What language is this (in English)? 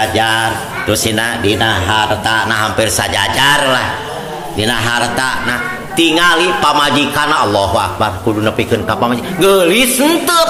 Sundanese